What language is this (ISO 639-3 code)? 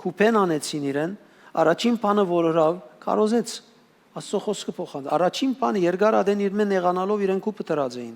hyw